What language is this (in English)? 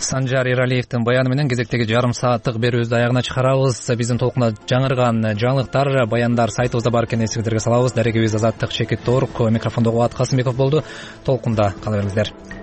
Kyrgyz